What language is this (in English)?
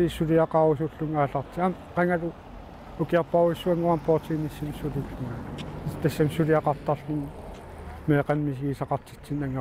Kalaallisut